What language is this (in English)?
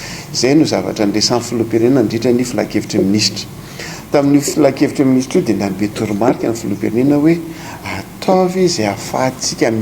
Malagasy